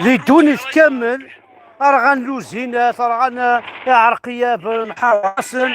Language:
Kabyle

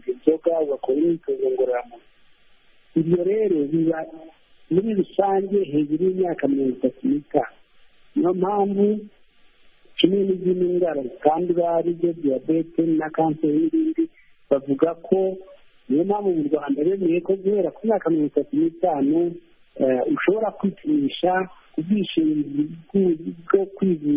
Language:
Kinyarwanda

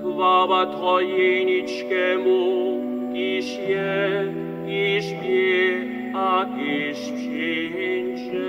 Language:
Upper Sorbian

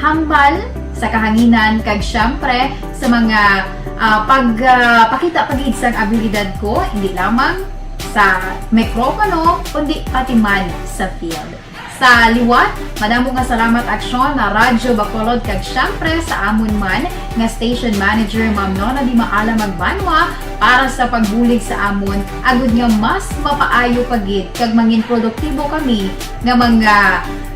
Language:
Hiligaynon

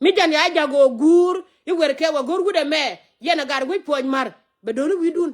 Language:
Nuer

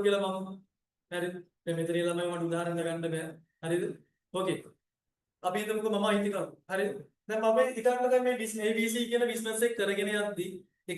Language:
Sinhala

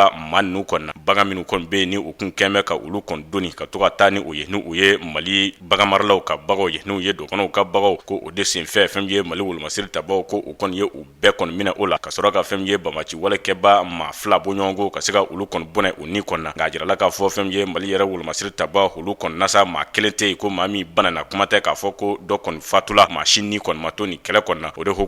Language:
Bambara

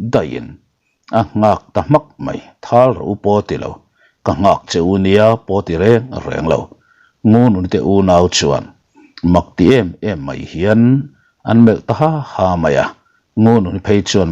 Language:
Mizo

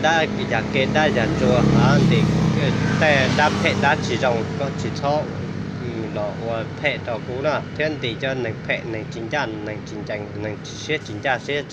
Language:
Hmong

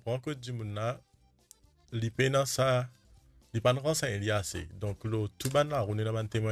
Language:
Morisyen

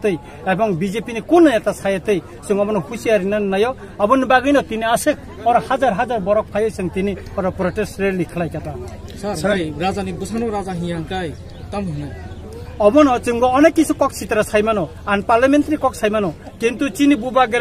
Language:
Kok Borok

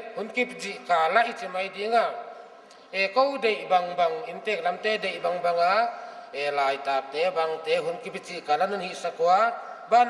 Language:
Paite Chin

